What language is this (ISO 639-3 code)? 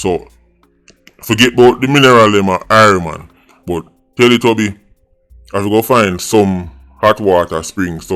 jam